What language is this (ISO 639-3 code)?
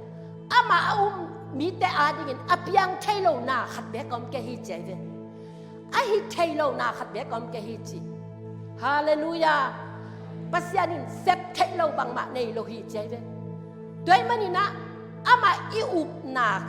ctd